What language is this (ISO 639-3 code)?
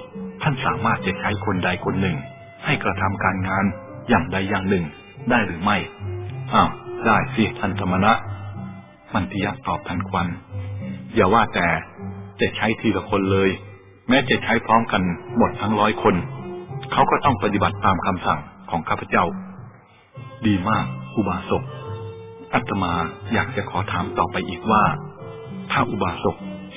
tha